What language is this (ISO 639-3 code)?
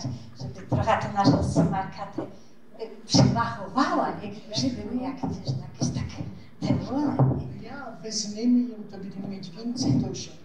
szl